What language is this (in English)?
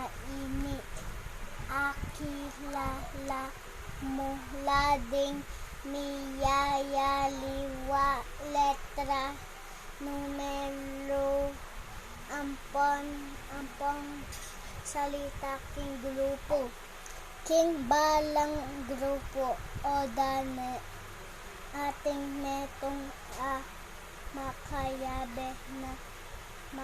Pampanga